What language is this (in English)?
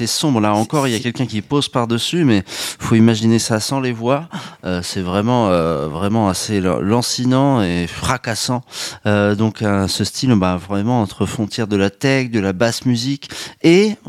French